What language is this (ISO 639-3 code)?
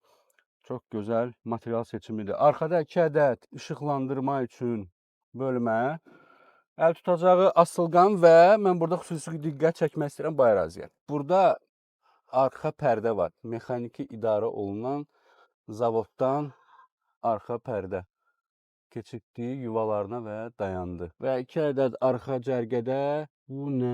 aze